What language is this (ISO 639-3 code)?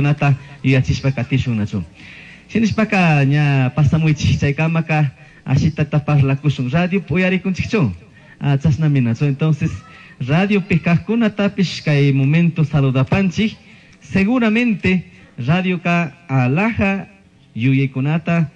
qug